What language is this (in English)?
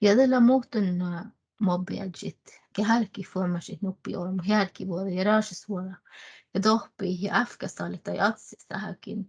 Northern Sami